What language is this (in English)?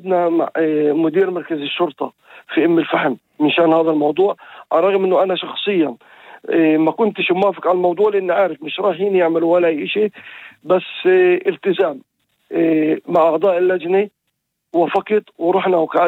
North Levantine Arabic